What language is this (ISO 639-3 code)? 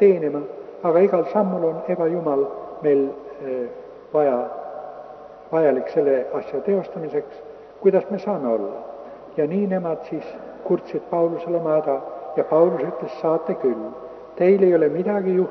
est